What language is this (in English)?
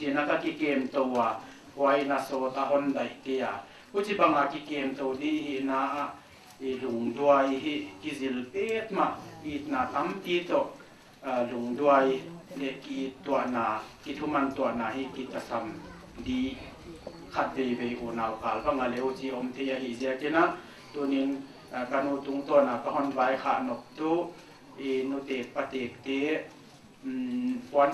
Paite Chin